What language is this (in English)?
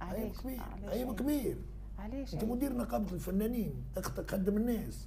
Tunisian Arabic